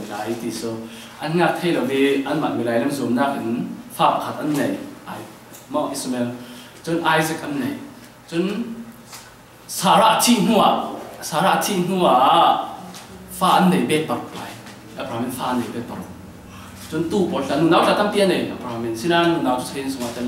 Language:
Falam Chin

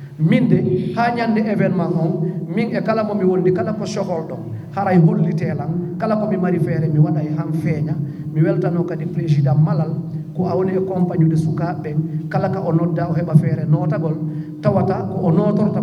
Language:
Fula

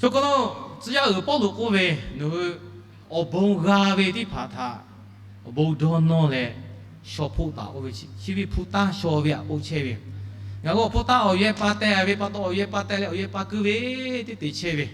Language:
Lahu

